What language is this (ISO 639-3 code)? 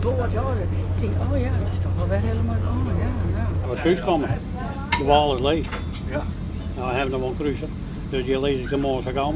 fry